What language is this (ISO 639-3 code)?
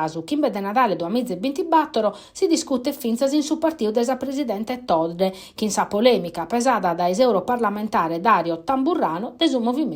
srd